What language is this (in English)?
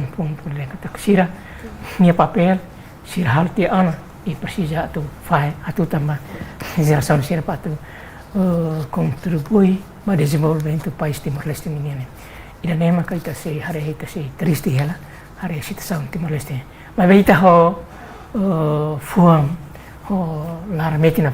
Tetum